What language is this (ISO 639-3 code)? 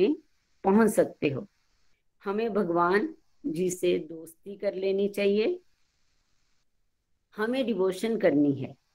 hin